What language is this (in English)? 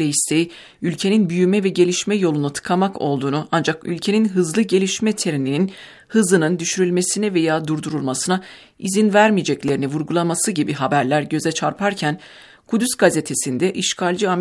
Turkish